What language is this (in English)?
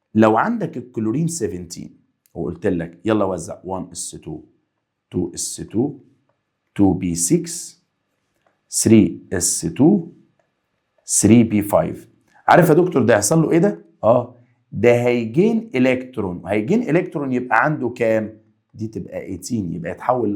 Egyptian Arabic